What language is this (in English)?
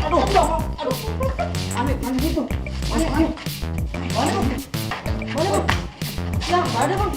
Betawi